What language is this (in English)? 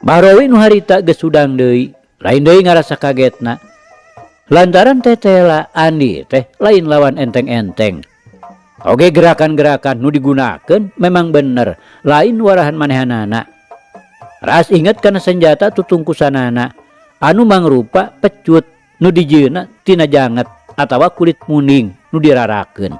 Sundanese